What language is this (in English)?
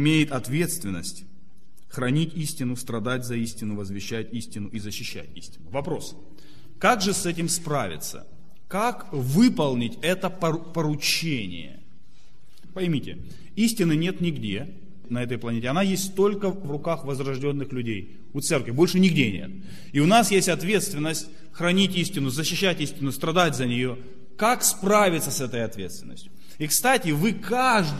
Russian